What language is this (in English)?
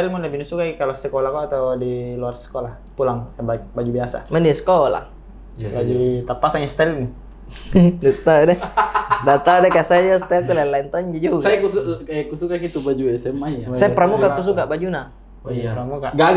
Makassar Malay